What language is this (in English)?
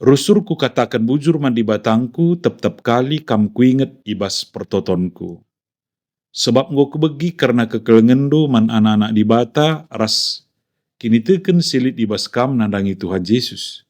Batak Karo